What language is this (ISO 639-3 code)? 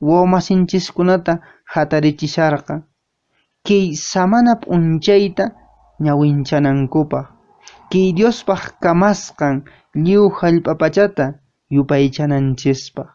que